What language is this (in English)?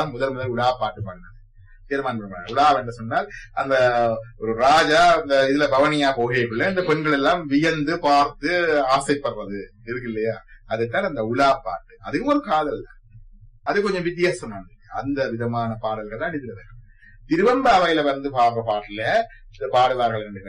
Tamil